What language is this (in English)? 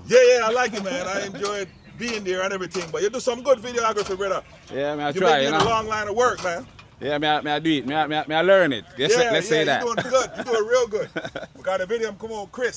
Jamaican Creole English